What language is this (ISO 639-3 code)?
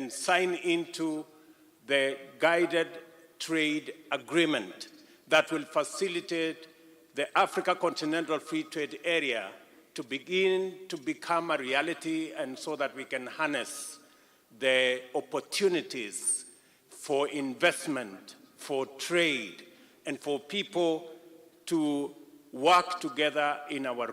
kam